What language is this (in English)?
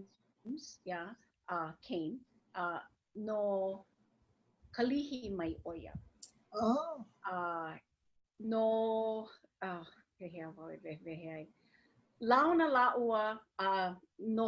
Hawaiian